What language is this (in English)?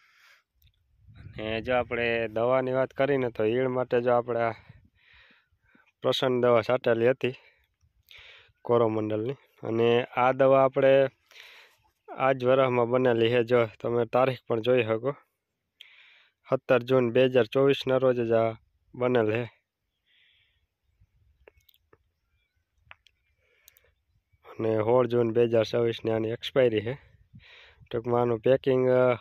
Gujarati